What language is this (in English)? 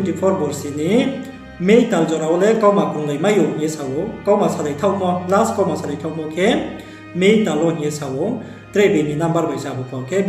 Riang (India)